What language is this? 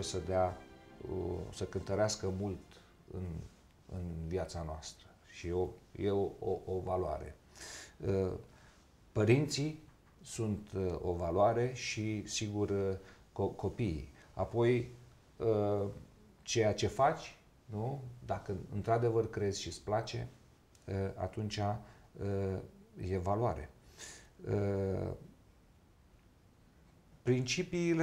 Romanian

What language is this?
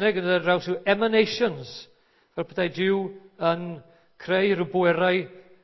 Welsh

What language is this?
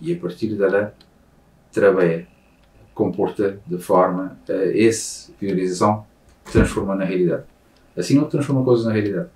Kabuverdianu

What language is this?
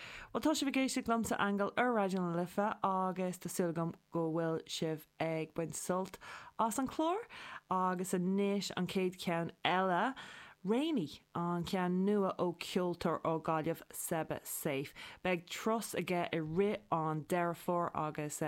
Irish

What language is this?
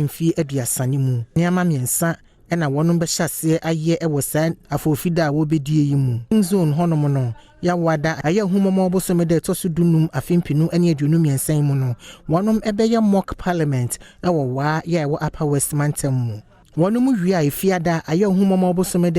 Akan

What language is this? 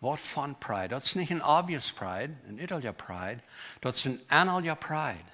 Plautdietsch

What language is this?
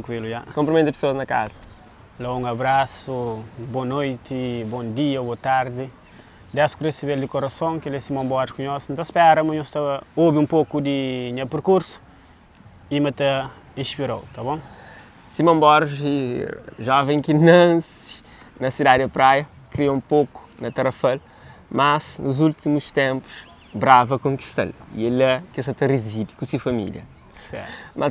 Kabuverdianu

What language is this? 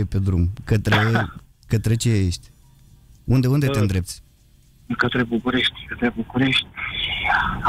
Romanian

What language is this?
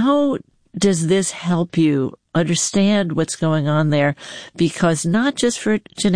English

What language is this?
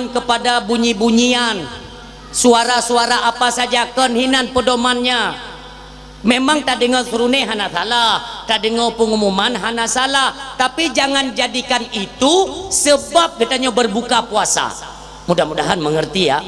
Achinese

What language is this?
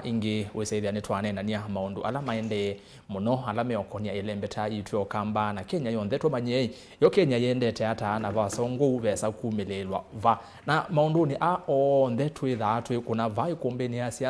Kamba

